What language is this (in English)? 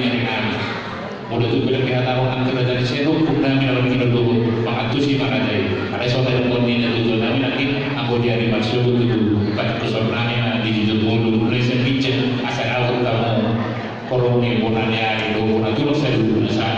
Batak Toba